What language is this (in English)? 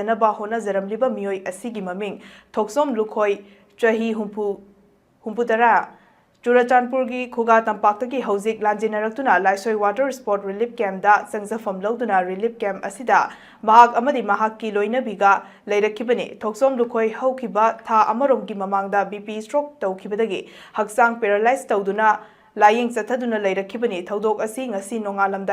Manipuri